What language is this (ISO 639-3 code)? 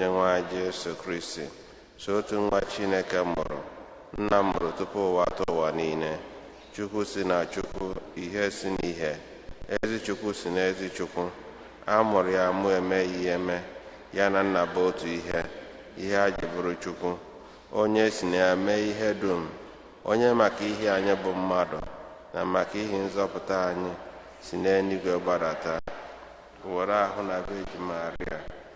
ibo